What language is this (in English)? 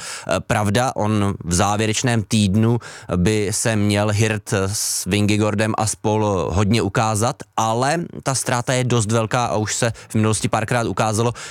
Czech